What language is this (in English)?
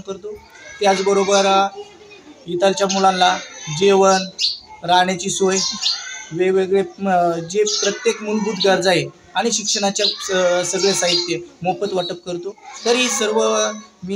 Marathi